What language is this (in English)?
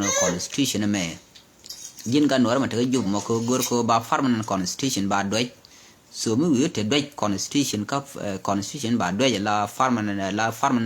Nuer